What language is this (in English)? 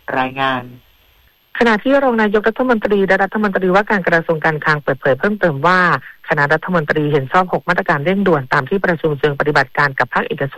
Thai